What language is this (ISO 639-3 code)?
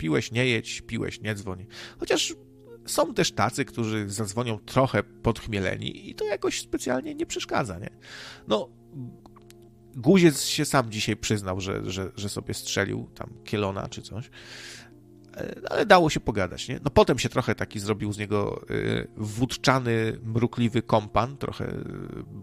pol